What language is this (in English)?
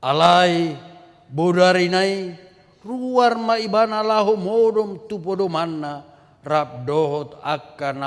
Batak Toba